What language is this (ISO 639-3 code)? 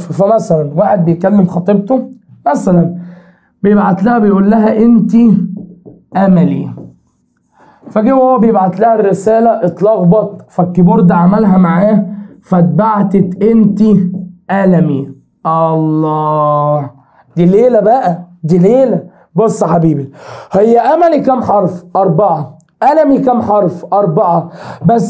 arz